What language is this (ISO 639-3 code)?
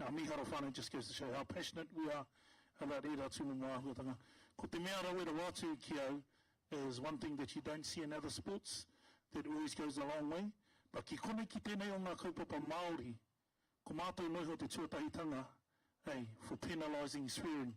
mri